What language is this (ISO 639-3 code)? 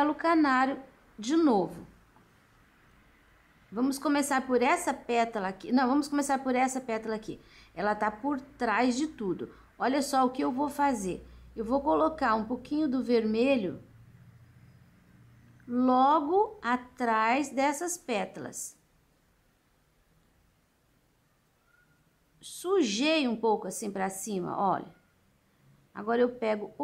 por